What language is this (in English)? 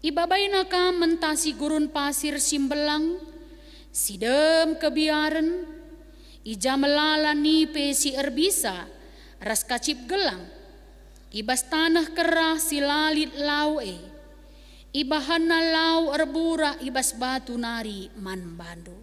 Batak Karo